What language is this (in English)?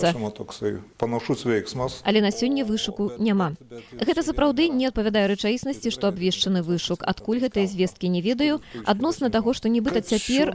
Belarusian